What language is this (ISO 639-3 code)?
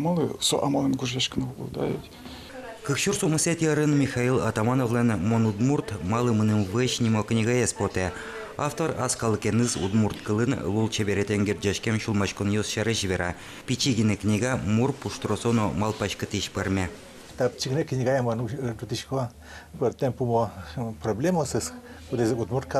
udm